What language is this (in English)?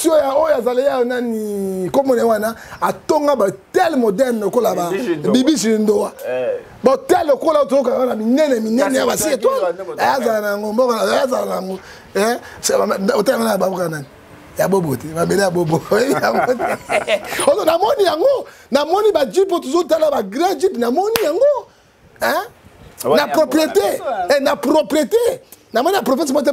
Lingala